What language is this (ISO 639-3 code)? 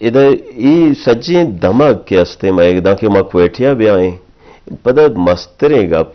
bgp